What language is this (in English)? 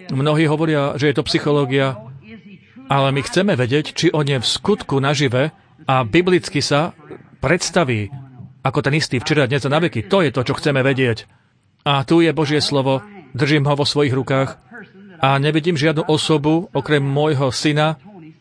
Slovak